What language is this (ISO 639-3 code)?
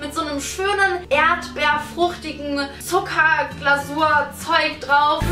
gsw